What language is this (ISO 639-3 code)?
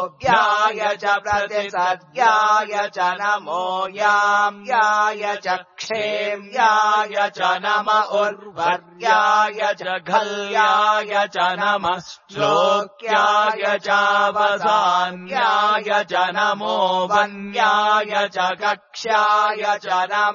san